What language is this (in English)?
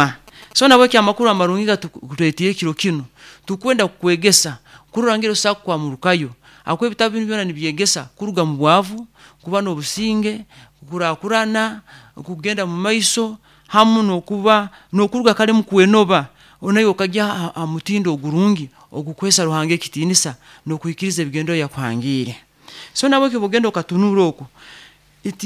Nyoro